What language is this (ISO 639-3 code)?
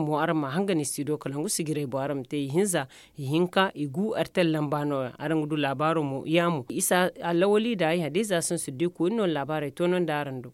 dje